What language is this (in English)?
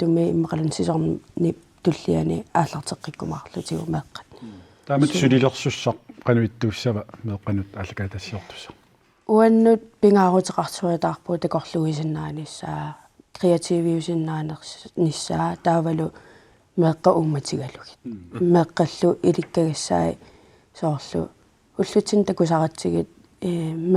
Kalaallisut